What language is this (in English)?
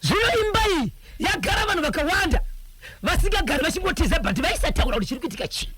Shona